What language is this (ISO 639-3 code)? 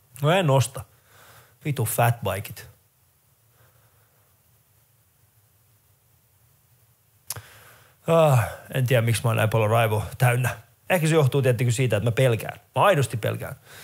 fin